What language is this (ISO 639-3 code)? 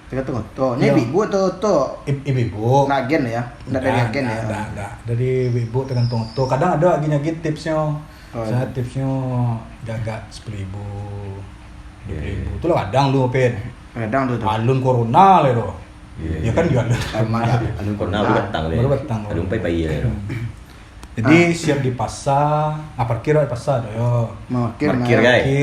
min